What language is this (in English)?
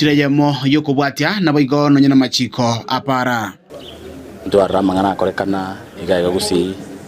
Gusii